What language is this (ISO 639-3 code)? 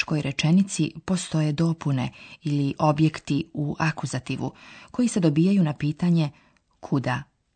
slv